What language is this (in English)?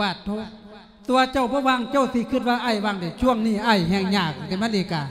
Lao